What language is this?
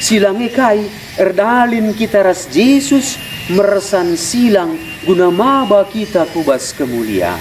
Batak Karo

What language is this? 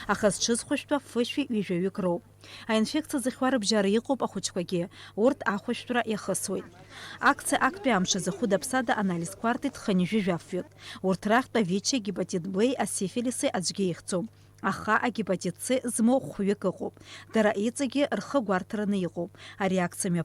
Abkhazian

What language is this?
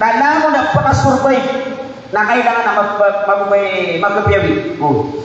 Maranao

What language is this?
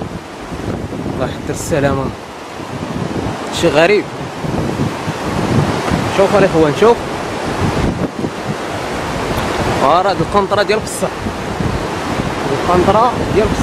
Moroccan Arabic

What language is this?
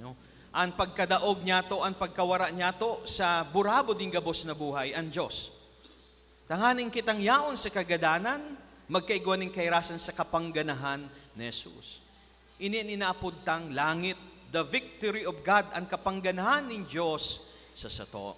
Bikol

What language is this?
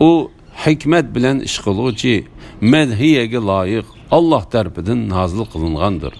Uyghur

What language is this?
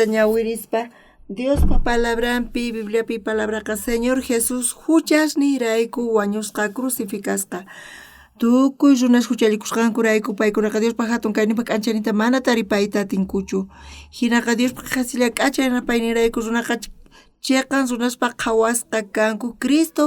South Bolivian Quechua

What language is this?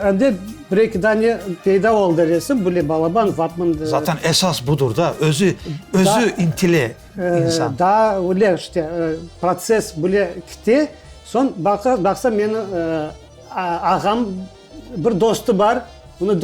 Crimean Tatar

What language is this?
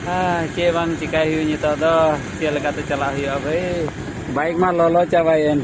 Santali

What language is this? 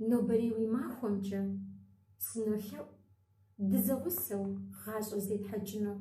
Kabardian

